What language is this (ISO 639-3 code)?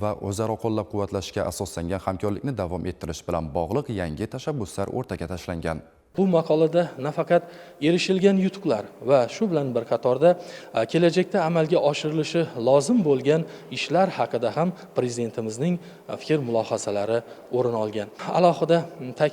uzb